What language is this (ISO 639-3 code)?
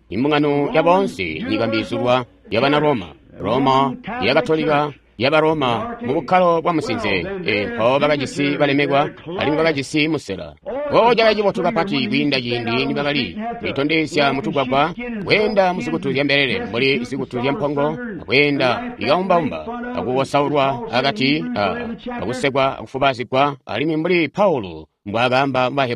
toi